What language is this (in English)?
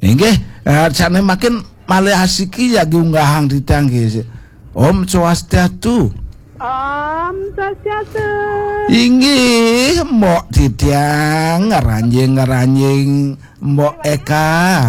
Balinese